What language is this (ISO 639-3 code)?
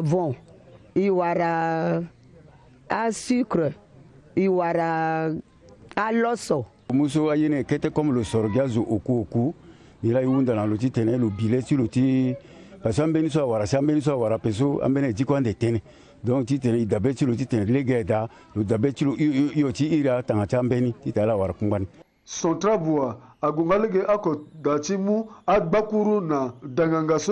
sag